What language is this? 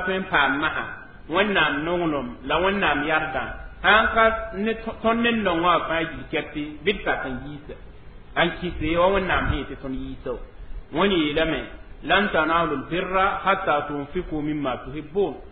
Mossi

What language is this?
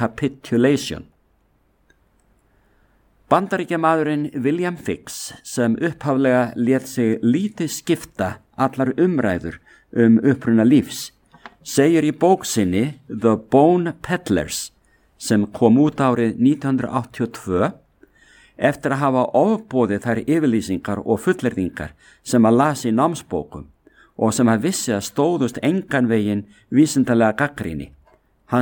Icelandic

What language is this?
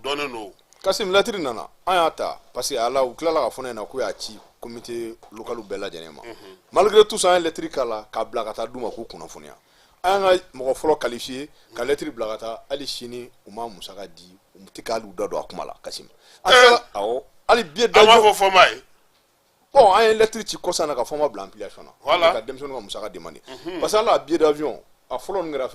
Bambara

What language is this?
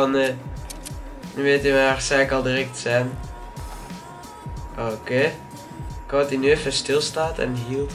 Dutch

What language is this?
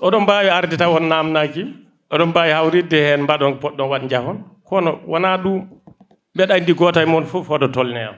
Fula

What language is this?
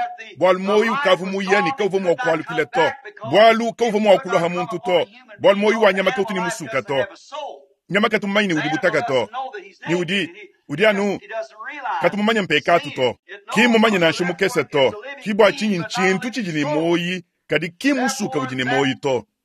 Luba-Lulua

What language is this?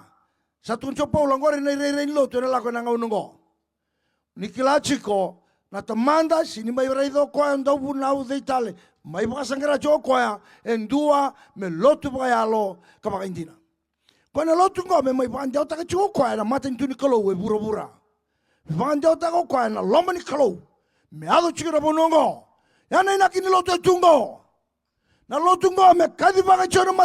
Fijian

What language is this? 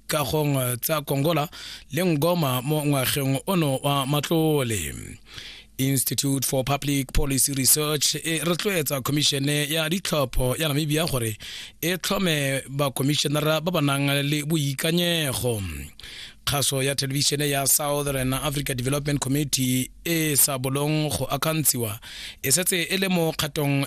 Tswana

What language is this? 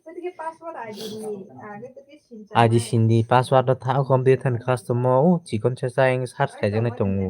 Kok Borok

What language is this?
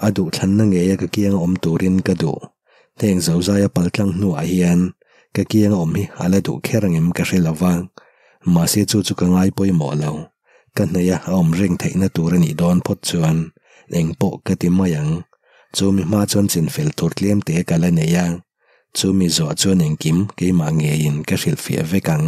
Mizo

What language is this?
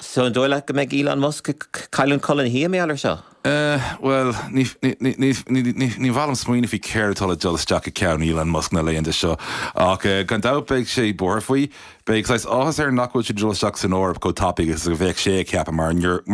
Irish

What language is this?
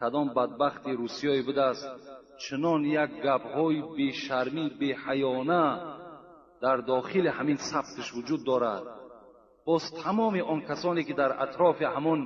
Tajik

